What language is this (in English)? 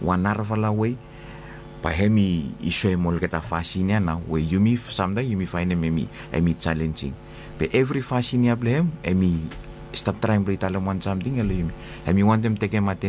Bislama